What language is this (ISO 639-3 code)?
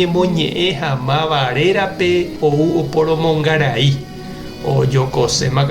grn